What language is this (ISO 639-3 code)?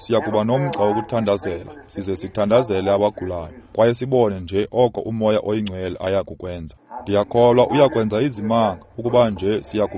xho